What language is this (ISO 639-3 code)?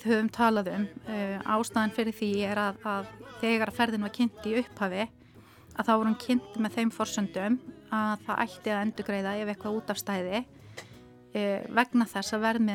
isl